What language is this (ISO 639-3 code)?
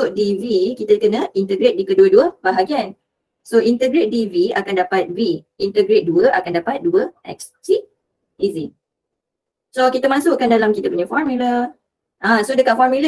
msa